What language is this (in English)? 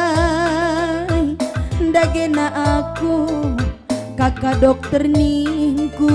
Batak Karo